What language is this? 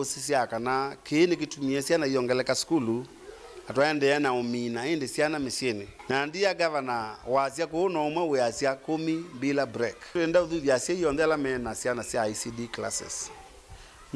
Kamba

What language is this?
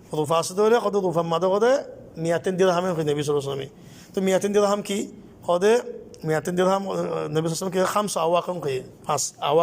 Rohingya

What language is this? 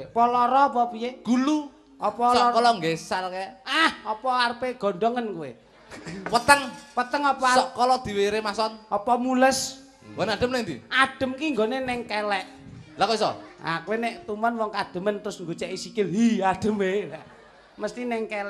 Javanese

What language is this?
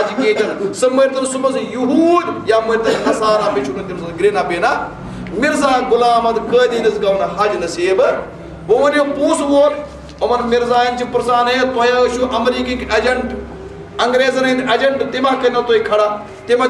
Kashmiri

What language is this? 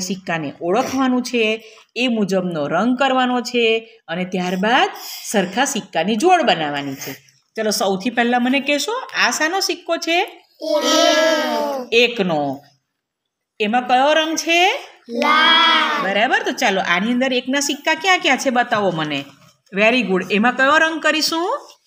Gujarati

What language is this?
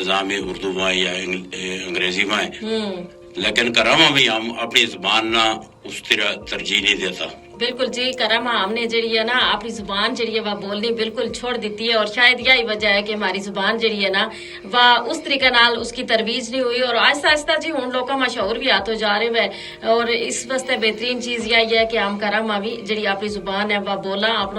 Gujari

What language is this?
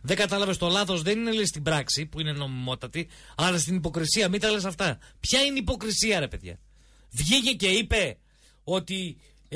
Greek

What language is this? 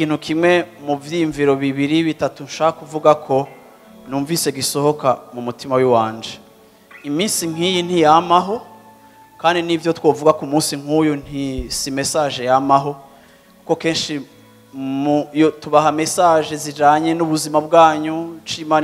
Rundi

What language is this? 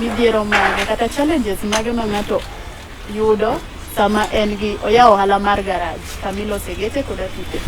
Luo (Kenya and Tanzania)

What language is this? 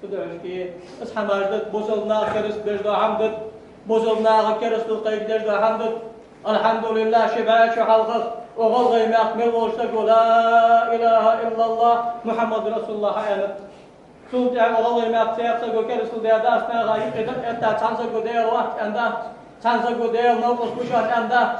Ingush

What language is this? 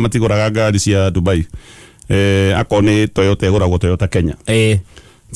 Kikuyu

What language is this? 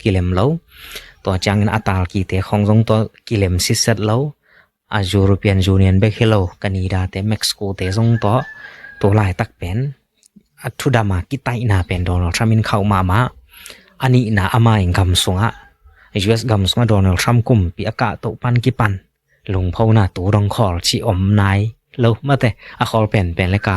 Tedim Chin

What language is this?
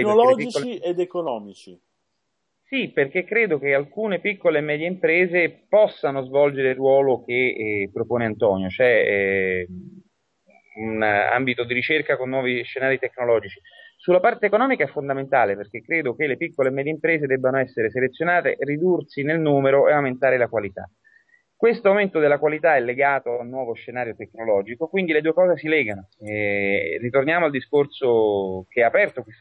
Italian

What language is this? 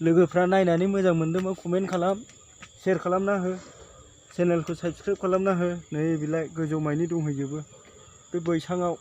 Bodo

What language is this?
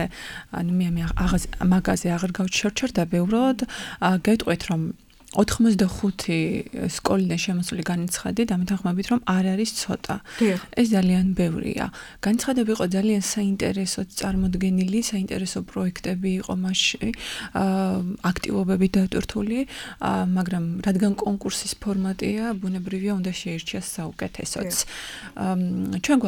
Georgian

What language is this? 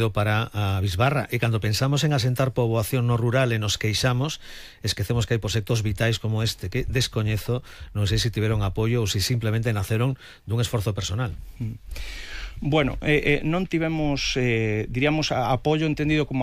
Galician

